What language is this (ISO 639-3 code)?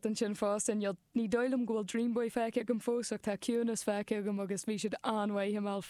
gle